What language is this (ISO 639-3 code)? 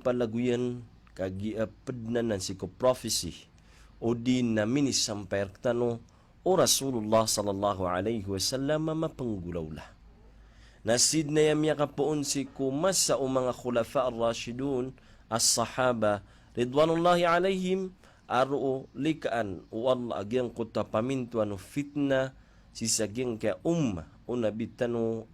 mrw